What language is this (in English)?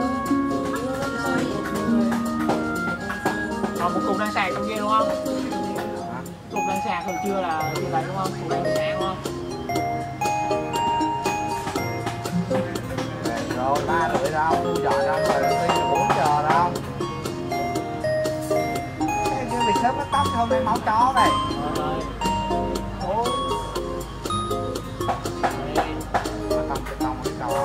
Vietnamese